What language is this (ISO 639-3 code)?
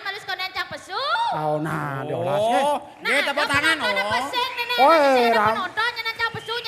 ban